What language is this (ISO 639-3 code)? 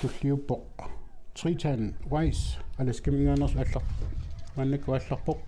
kal